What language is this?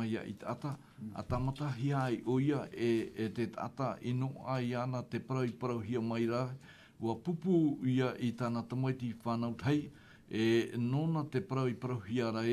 Tahitian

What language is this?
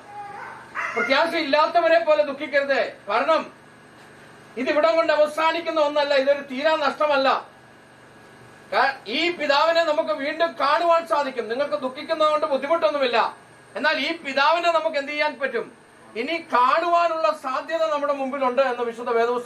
Malayalam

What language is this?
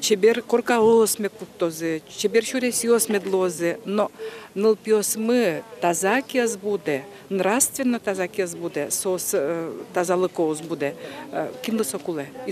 Udmurt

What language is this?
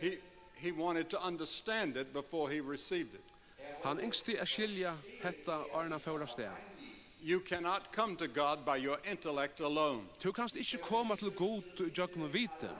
Faroese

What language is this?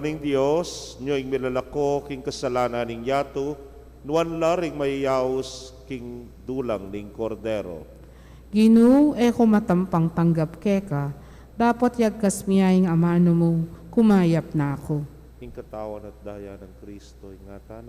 Pampanga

